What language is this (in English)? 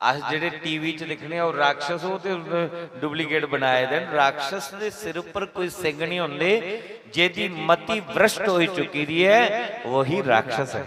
Dogri